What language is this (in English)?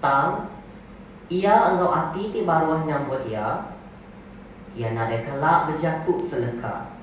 Iban